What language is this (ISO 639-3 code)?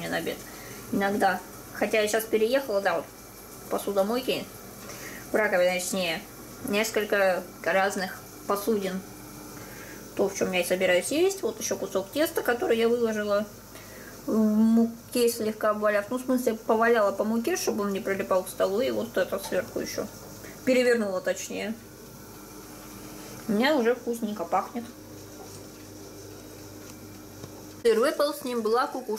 rus